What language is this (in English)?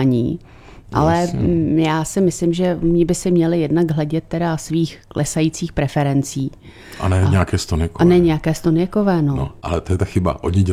Czech